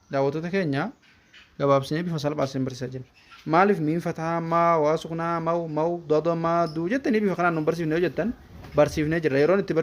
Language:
Oromo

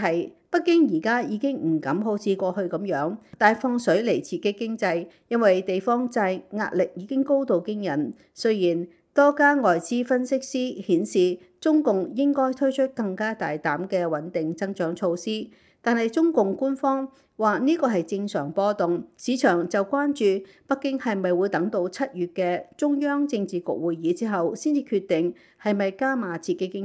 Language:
Cantonese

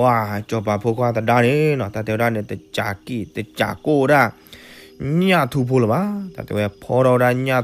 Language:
S'gaw Karen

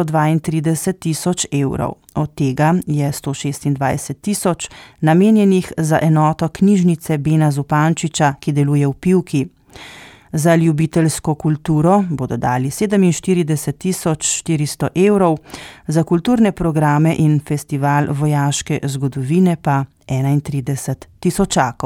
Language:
Slovenian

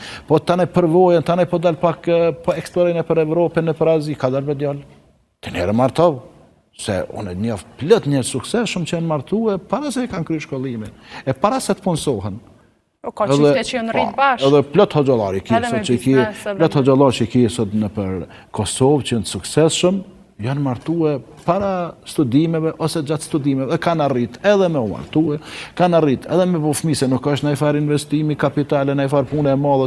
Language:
Albanian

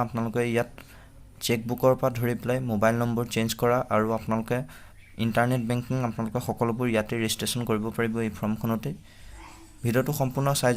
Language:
Assamese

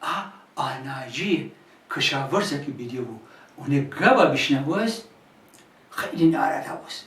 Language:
Gilaki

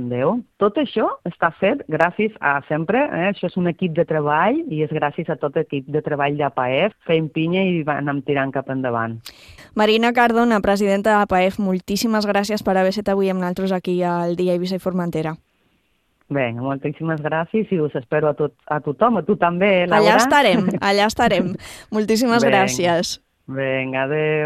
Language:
Catalan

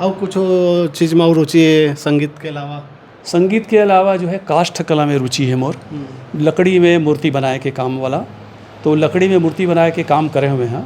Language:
Chhattisgarhi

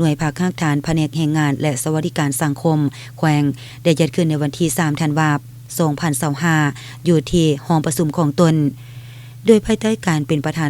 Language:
Lao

